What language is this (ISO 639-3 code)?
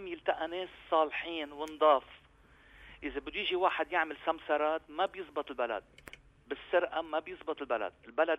apc